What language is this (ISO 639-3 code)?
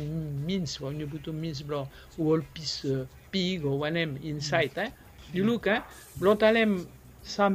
bis